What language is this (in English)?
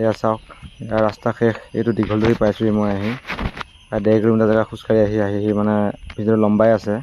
Assamese